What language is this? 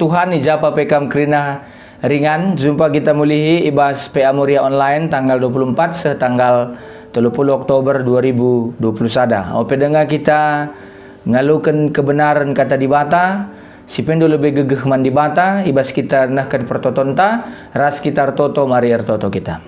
Batak Karo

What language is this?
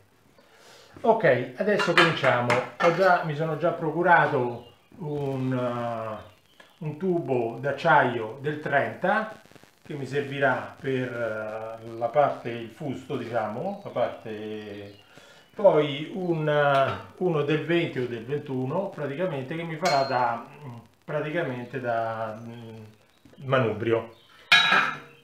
Italian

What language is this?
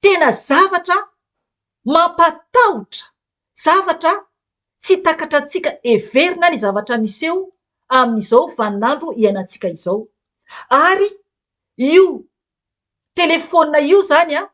Malagasy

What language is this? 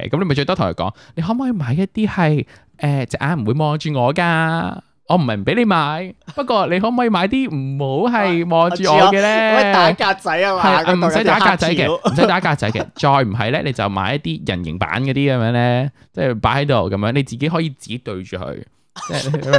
Cantonese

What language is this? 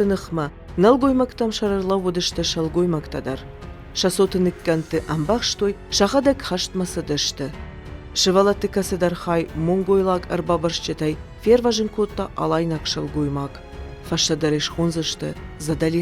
Ossetic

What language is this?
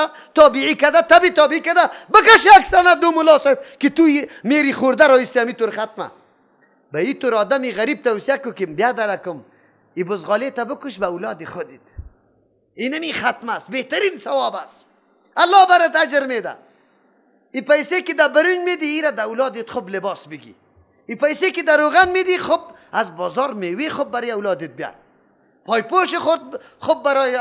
Persian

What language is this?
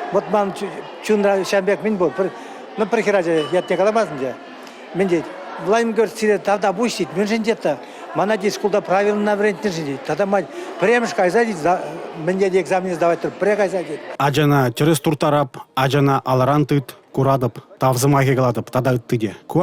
Chuvash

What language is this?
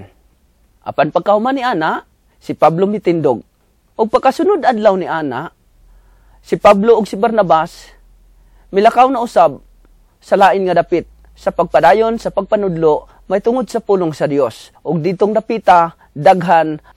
Cebuano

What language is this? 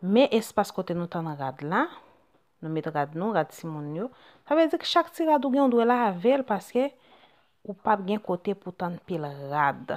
Haitian Creole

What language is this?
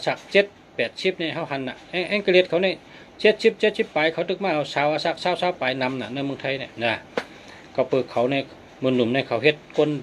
Shan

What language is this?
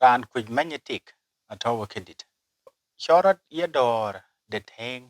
Dinka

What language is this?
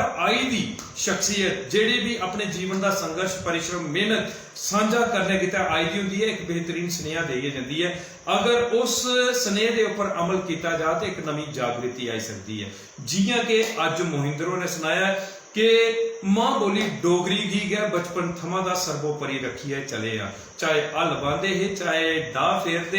Dogri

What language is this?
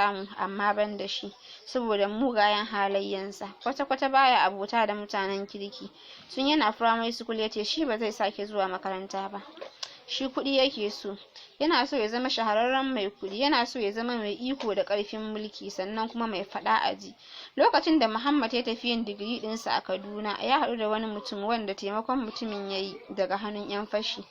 Hausa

